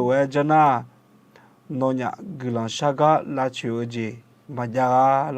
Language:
Akha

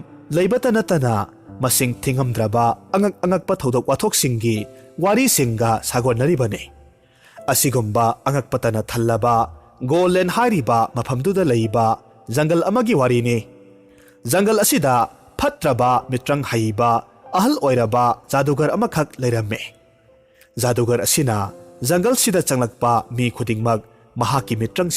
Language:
Manipuri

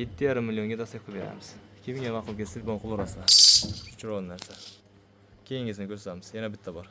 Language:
Uzbek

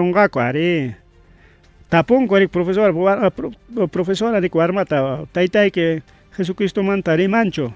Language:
Ayacucho Quechua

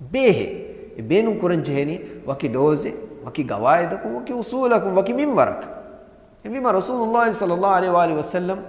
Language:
Divehi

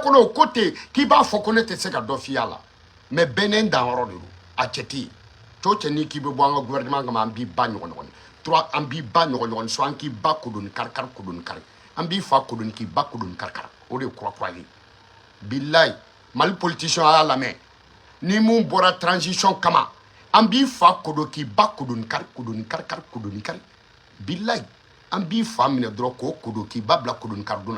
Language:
Bambara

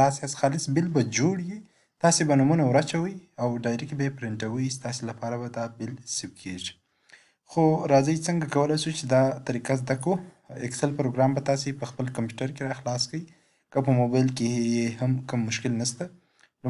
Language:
Pashto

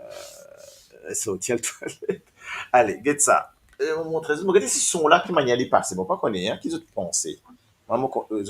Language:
Morisyen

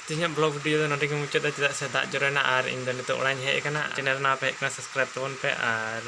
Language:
Santali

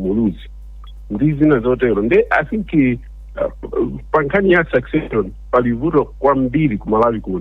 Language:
Nyanja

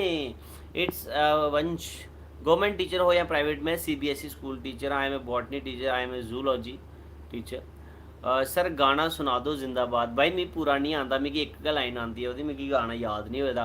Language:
Dogri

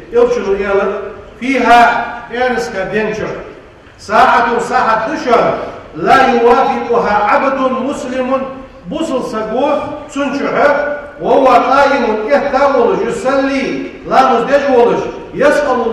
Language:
Ingush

